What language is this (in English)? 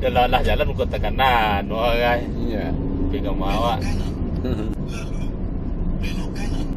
Minangkabau